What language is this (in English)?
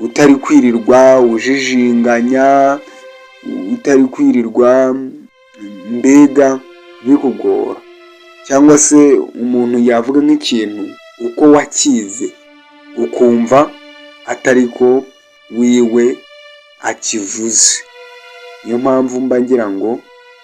Kinyarwanda